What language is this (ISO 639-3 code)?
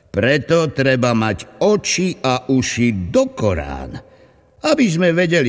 slk